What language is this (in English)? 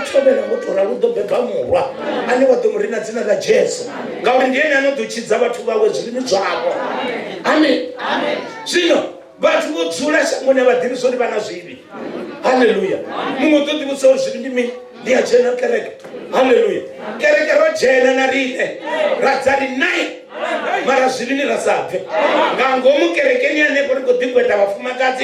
Venda